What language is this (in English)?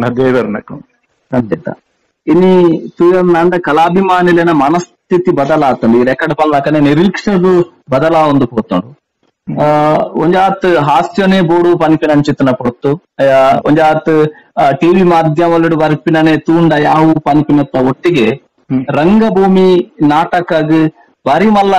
Tulu